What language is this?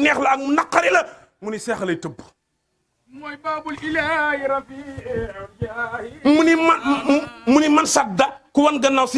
Wolof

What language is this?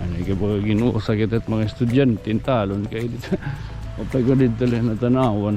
Waray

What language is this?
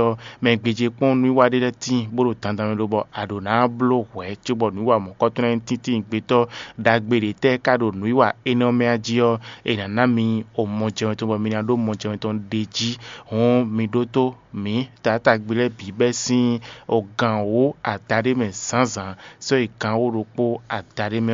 Fon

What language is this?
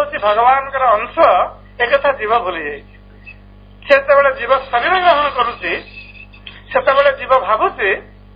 Odia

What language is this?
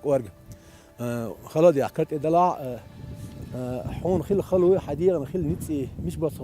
Chechen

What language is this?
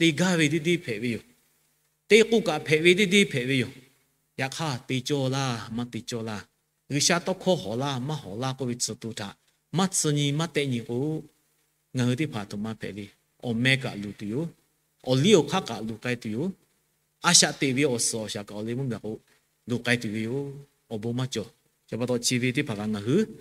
Lahu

